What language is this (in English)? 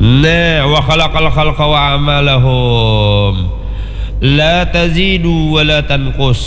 Banjar